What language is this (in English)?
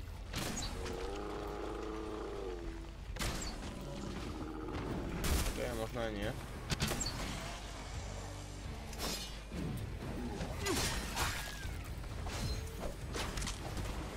Slovak